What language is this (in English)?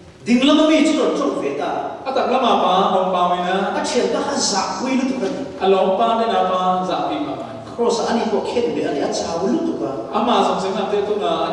Mizo